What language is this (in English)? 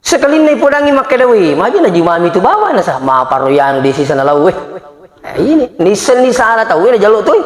Buginese